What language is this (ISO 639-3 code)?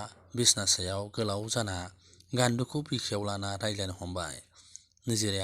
brx